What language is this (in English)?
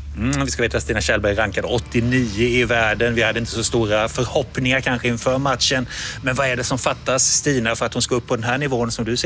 Swedish